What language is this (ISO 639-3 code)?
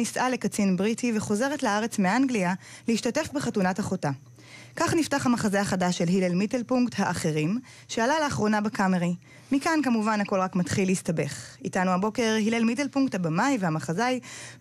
heb